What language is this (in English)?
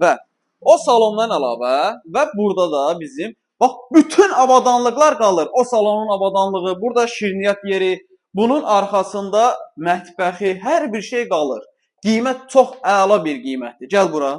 Azerbaijani